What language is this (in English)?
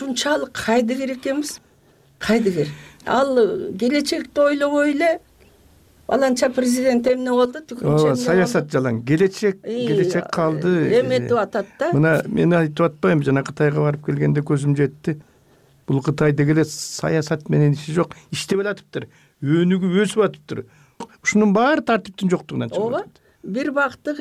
Kyrgyz